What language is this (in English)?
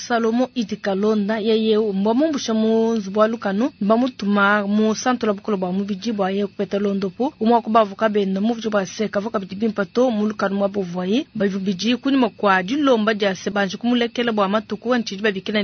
Luba-Lulua